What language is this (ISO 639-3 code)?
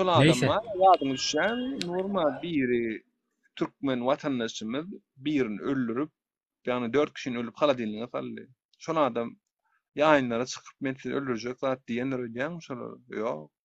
tuk